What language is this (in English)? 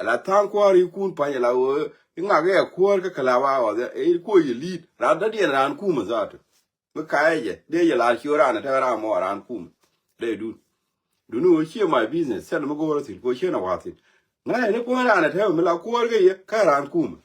Nuer